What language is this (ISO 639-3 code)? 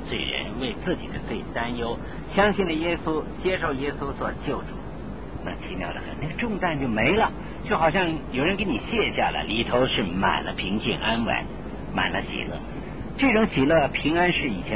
zho